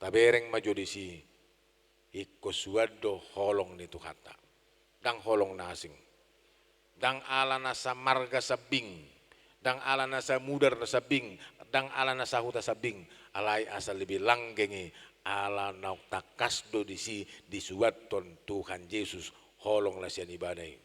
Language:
Batak Toba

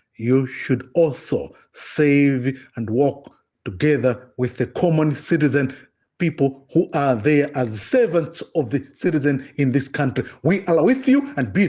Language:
Nyanja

